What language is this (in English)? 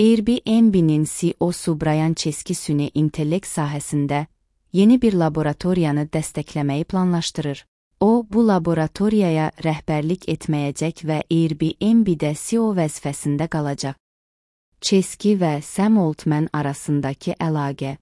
Azerbaijani